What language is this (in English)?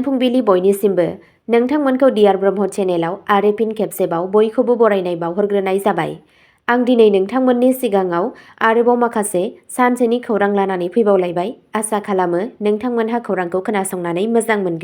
Bodo